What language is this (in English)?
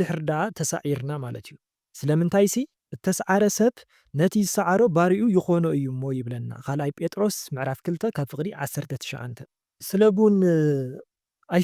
Tigrinya